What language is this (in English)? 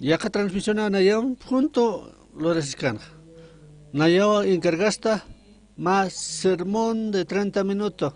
Aymara